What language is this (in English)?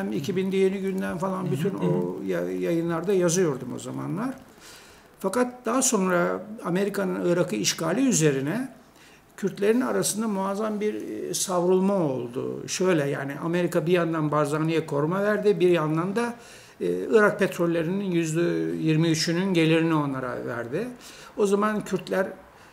Turkish